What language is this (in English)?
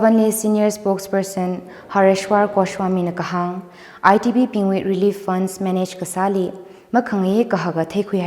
Tangkhul Naga (India)